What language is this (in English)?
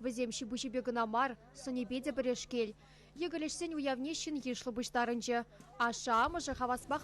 Chuvash